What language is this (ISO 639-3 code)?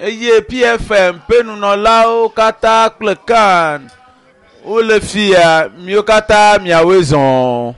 ewe